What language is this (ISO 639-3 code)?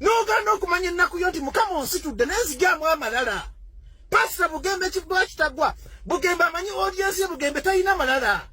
lug